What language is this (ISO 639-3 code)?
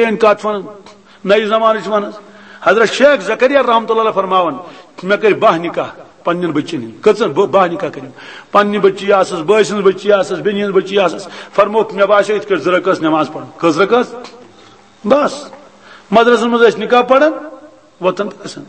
kas